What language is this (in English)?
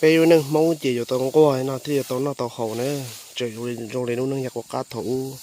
Hmong